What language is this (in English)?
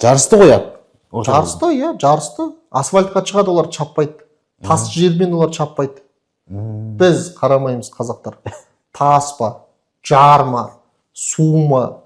Kazakh